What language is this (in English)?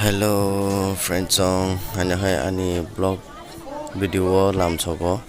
Kok Borok